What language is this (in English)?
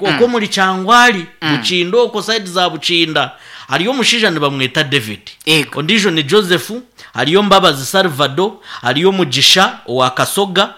Nyankole